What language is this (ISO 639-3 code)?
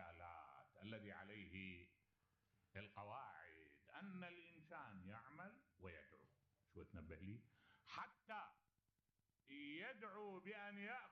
acm